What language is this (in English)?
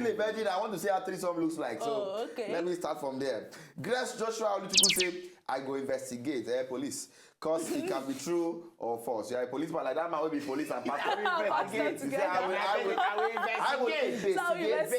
Nigerian Pidgin